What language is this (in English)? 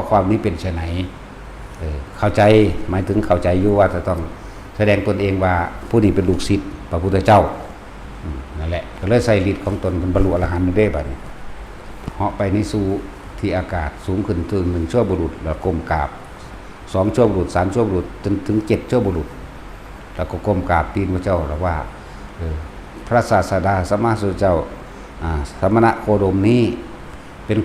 Northeastern Thai